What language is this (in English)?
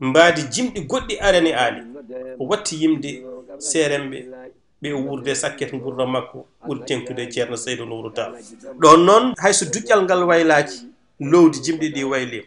Fula